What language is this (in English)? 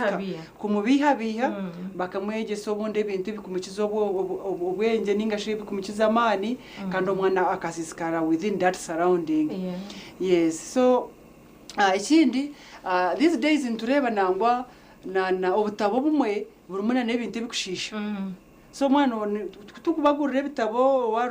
Nyankole